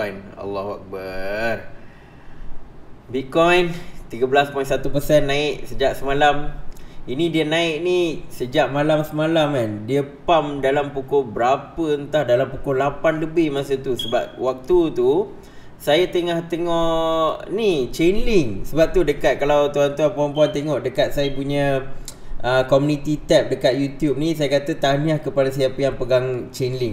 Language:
Malay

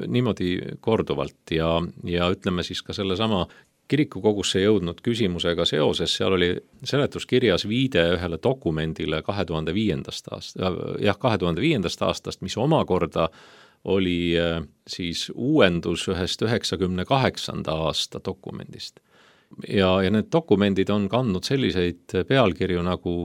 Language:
Estonian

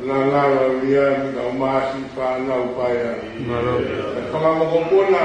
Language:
Tongan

